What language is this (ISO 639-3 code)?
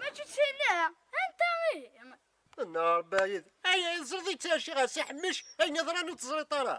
kab